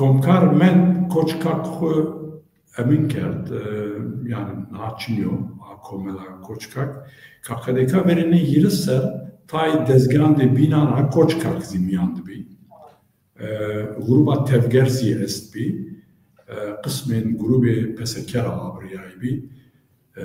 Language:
Zaza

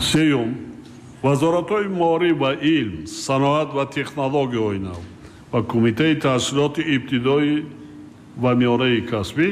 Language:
Tajik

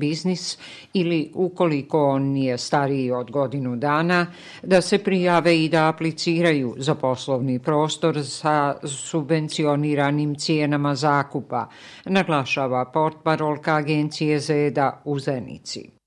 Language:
Bosnian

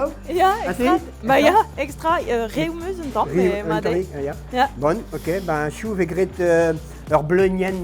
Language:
Breton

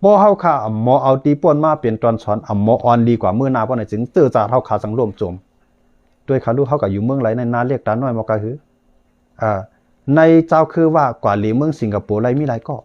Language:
Shan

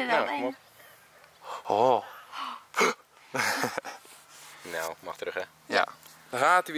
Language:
Dutch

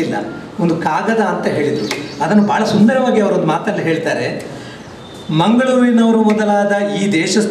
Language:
Kannada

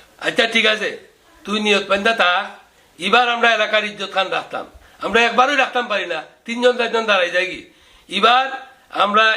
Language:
Sylheti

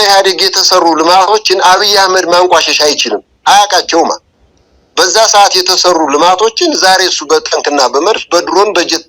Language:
Amharic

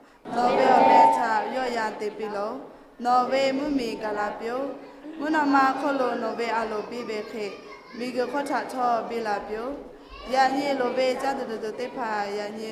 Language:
Lahu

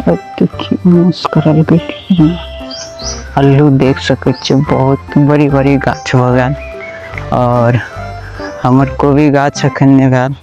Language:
Maithili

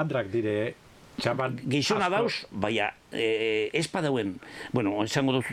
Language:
Basque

